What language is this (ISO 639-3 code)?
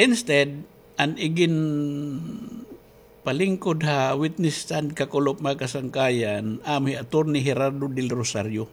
war